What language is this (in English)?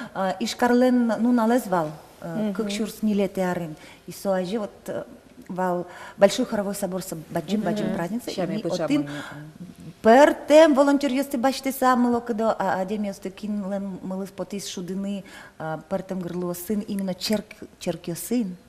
Udmurt